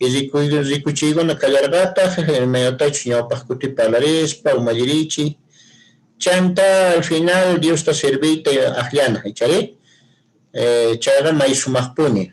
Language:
Quechua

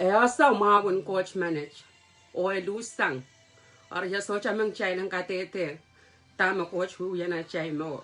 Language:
Pohnpeian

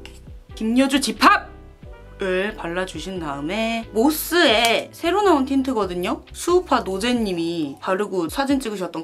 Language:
Korean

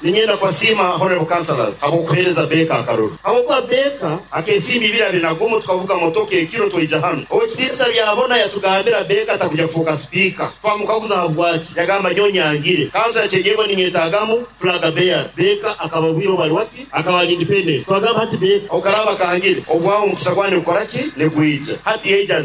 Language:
Nyoro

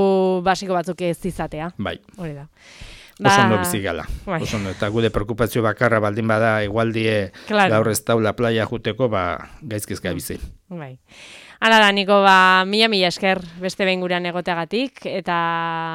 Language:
Basque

